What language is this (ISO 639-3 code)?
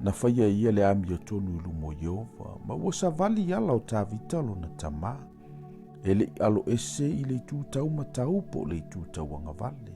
smo